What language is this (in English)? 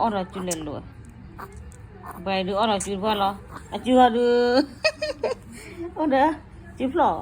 S'gaw Karen